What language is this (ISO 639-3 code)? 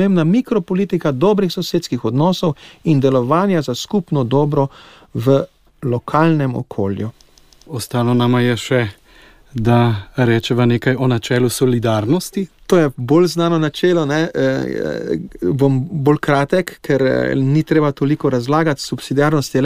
slv